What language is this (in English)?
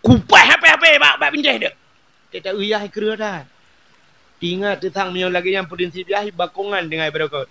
Achinese